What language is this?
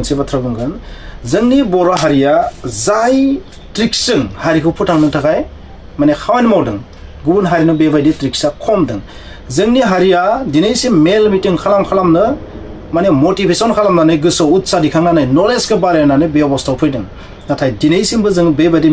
Bodo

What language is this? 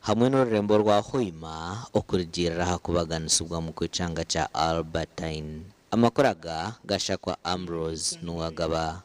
Nyankole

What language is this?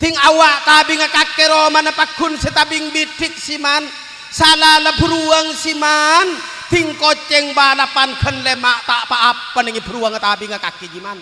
Madurese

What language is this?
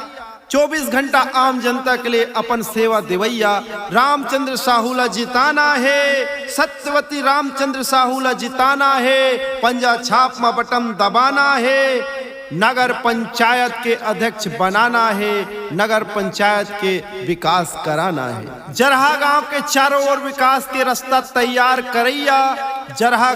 Chhattisgarhi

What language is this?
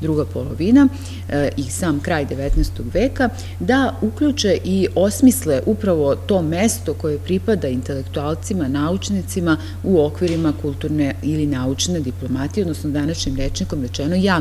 Serbian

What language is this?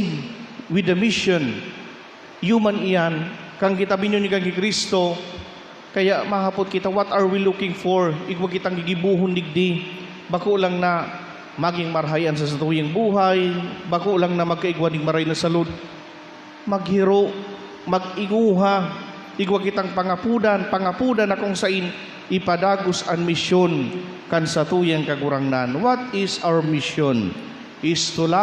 Bikol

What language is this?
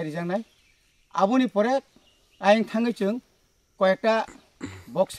Kok Borok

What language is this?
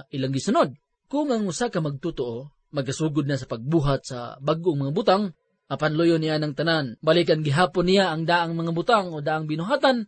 Cebuano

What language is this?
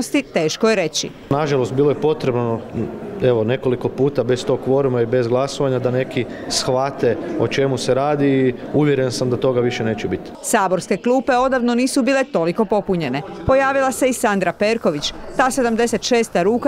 Croatian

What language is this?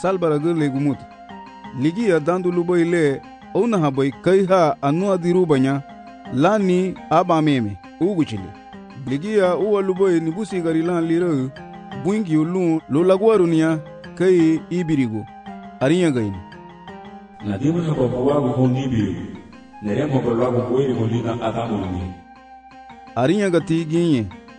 Garifuna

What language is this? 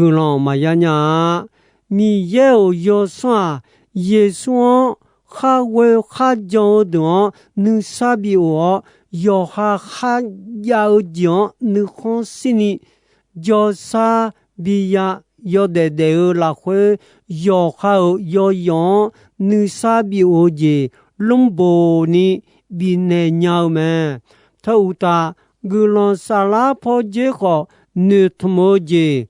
Akha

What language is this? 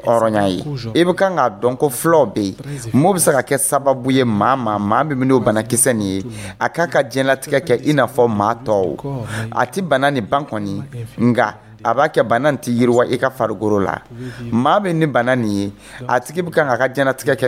Dyula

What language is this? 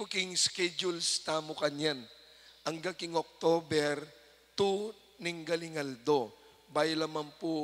Pampanga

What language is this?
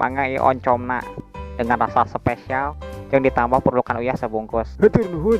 Sundanese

